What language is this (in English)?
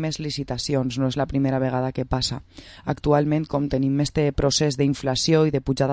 Catalan